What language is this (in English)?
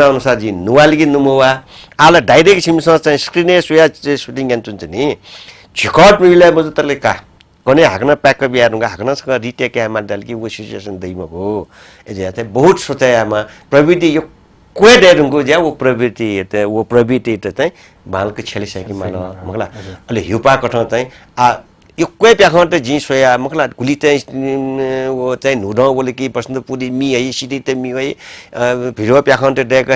Newari